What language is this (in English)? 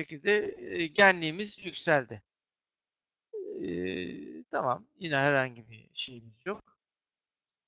Turkish